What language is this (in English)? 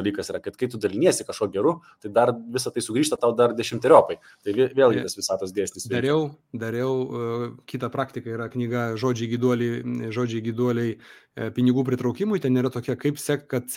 Lithuanian